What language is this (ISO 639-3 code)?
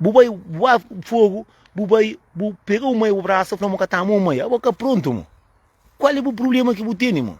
kea